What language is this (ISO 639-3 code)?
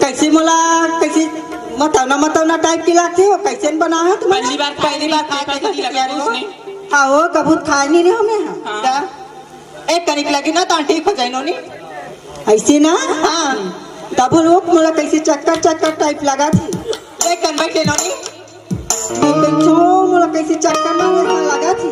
hne